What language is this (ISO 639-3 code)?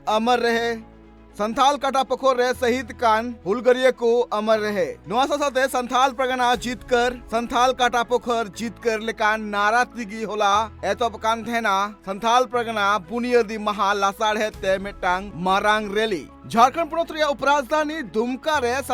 sat